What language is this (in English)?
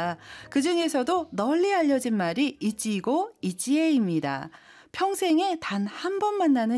Korean